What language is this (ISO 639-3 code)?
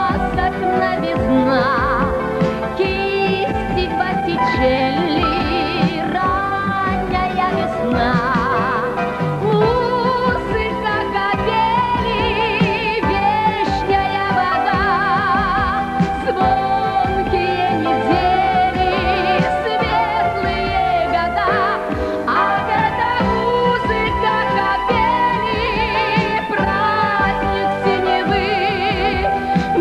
rus